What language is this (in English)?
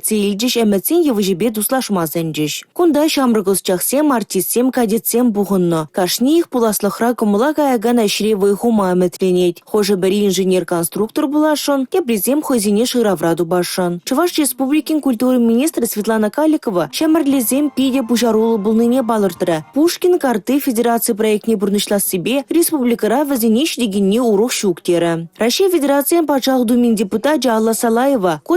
Chuvash